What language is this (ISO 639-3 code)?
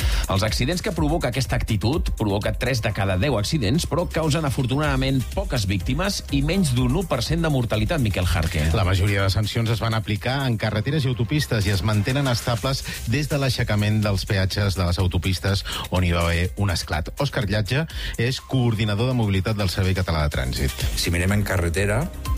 cat